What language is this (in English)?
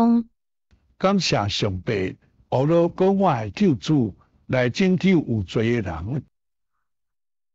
Min Nan Chinese